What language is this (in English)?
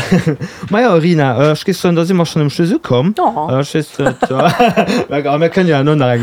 Luxembourgish